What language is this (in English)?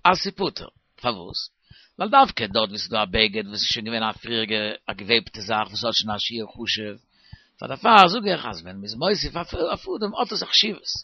Yiddish